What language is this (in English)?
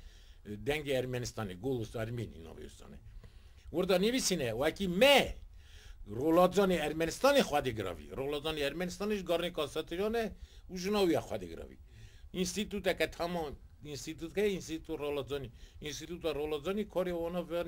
Kurdish